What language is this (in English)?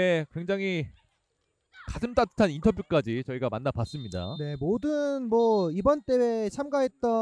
Korean